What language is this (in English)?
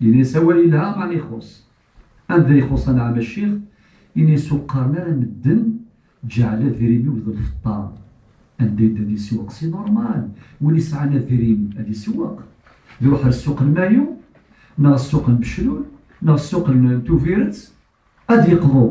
Kabyle